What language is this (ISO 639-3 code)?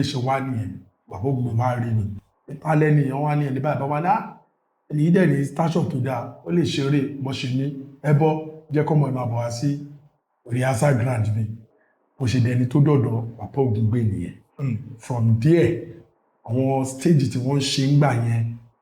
yor